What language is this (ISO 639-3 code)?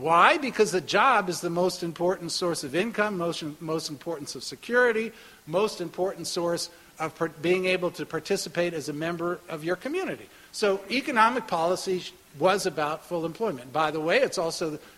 eng